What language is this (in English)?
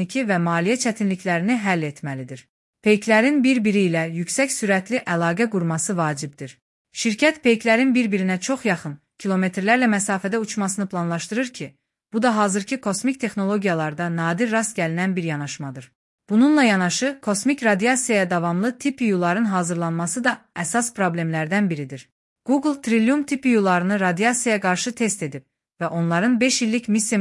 Azerbaijani